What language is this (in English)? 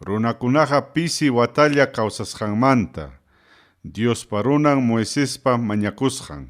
Ayacucho Quechua